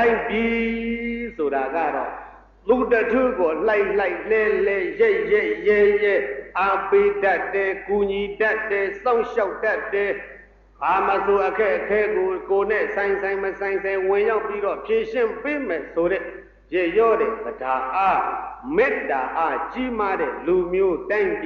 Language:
Burmese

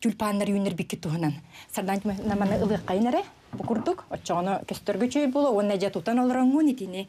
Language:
Yakut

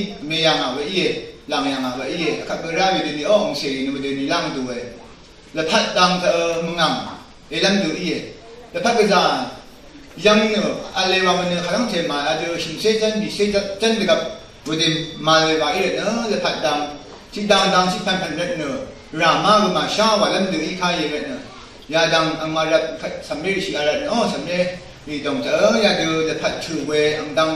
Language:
Rawang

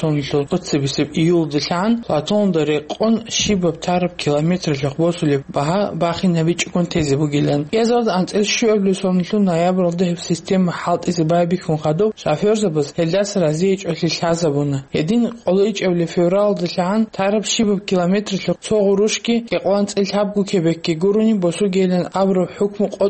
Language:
Avaric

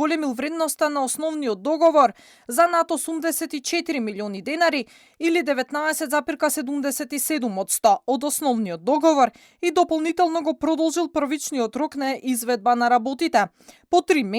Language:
Macedonian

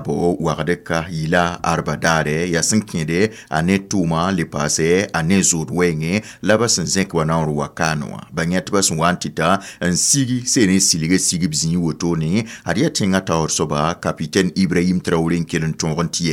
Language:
Mossi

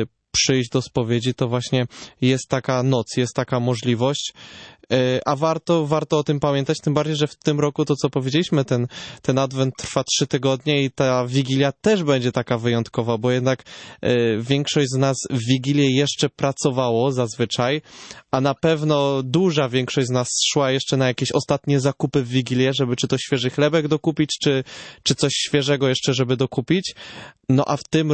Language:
Polish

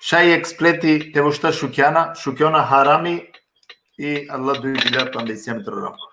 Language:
Balkan Romani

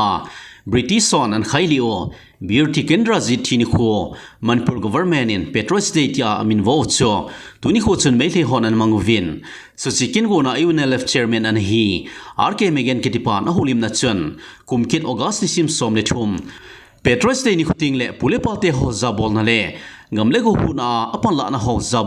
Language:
Thado Chin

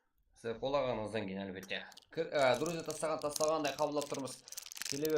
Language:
Kara-Kalpak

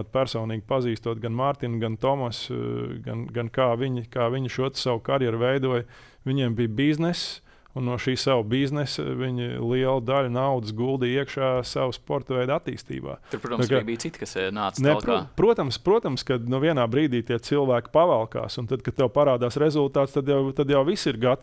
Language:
Latvian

